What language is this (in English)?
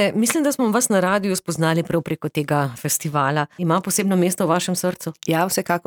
Slovenian